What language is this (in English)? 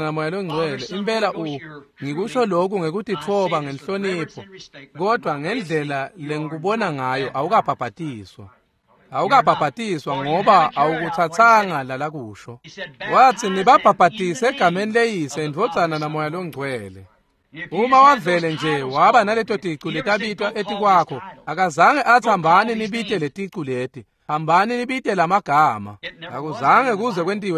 Swati